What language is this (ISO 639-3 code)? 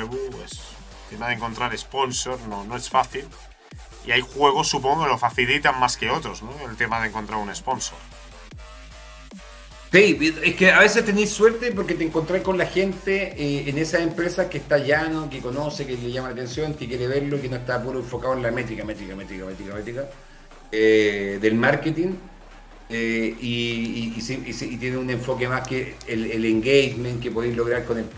spa